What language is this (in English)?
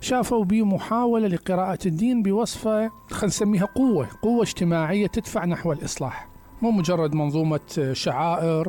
Mesopotamian Arabic